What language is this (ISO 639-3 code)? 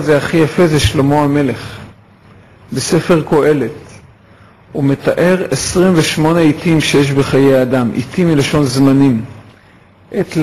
heb